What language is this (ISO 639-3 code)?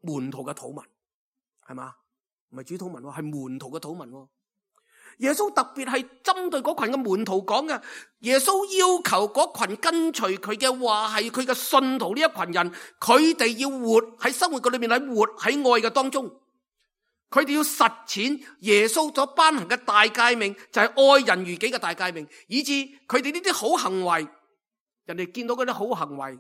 yue